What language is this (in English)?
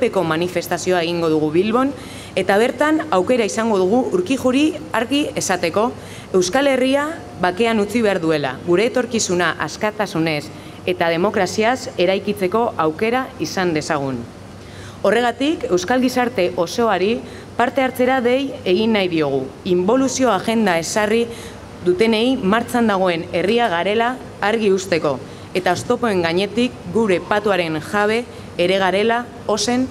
Basque